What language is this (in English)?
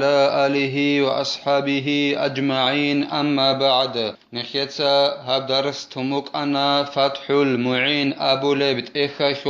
Avaric